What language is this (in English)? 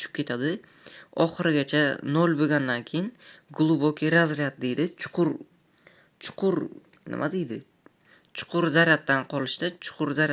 Uzbek